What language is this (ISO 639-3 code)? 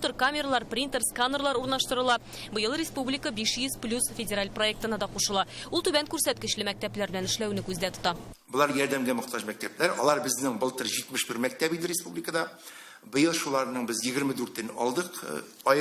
tat